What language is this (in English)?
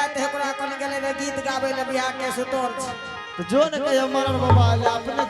Angika